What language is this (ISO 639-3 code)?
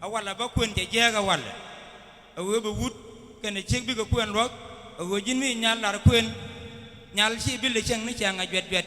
nus